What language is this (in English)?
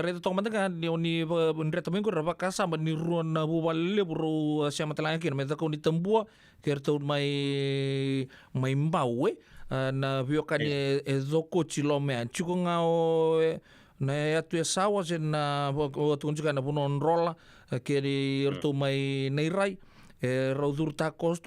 Fijian